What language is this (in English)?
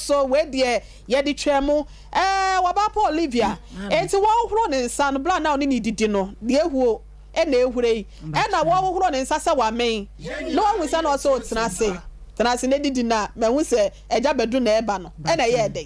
Akan